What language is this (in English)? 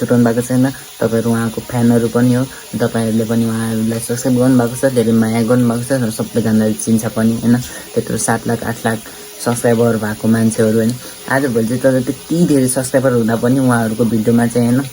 Nepali